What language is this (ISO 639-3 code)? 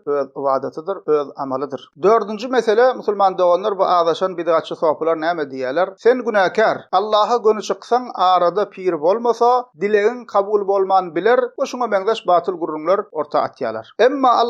tuk